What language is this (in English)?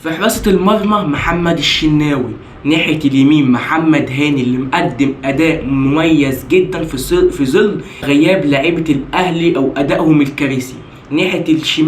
Egyptian Arabic